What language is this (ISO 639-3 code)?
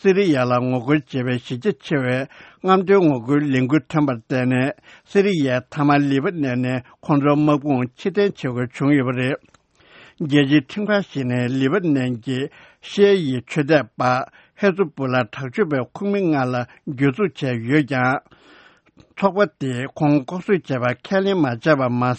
bod